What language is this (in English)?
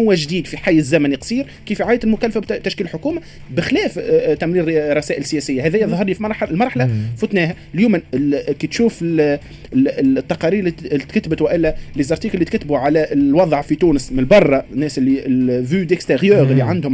Tunisian Arabic